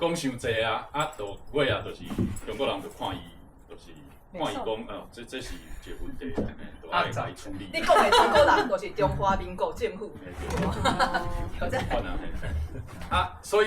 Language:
Min Nan Chinese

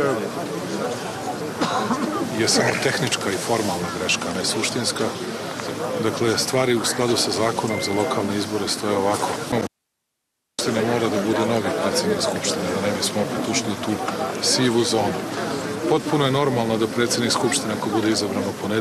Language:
Serbian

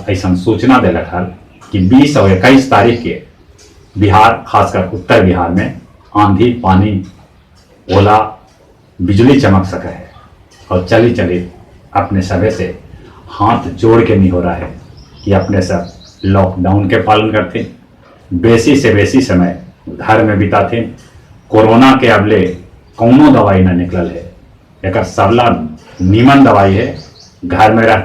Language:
Magahi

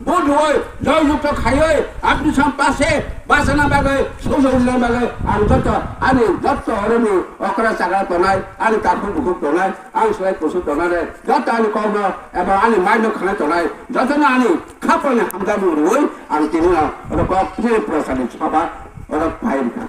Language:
Kok Borok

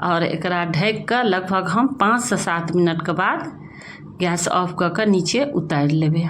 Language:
Maithili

